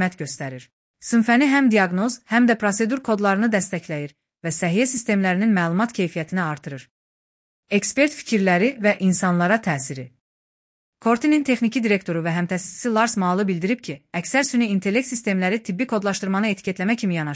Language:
Azerbaijani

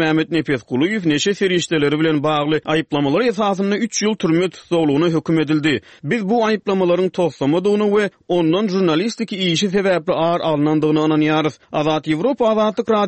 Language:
Turkmen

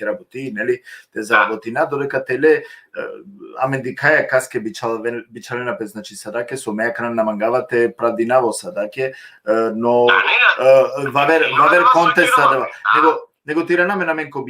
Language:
Balkan Romani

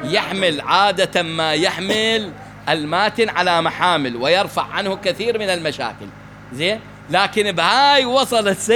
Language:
Mesopotamian Arabic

